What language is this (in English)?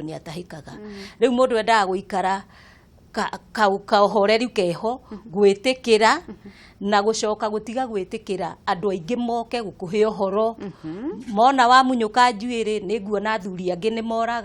Kikuyu